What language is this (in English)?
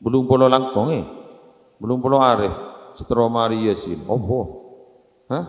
Madurese